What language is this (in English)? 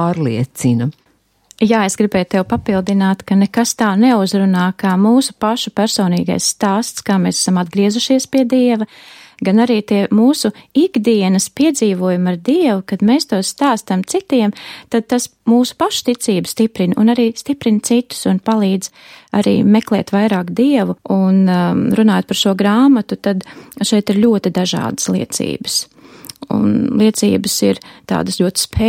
Latvian